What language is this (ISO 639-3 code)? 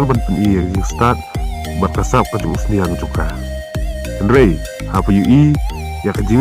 kha